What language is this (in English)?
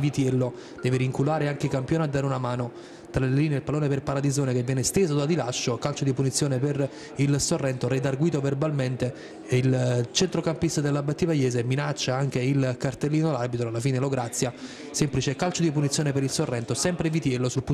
Italian